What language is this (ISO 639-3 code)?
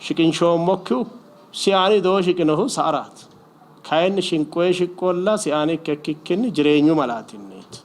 sid